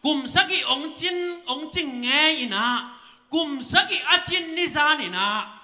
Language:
Tedim Chin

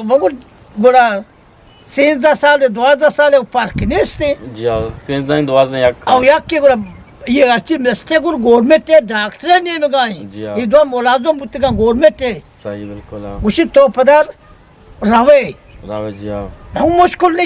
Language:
Eastern Balochi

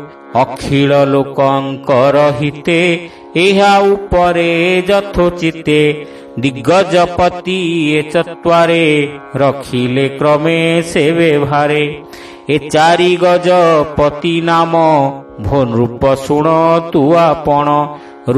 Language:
Odia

